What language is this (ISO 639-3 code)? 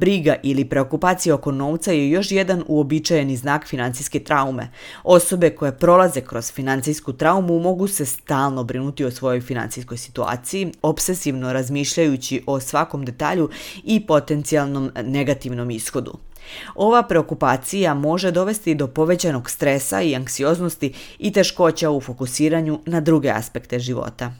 srp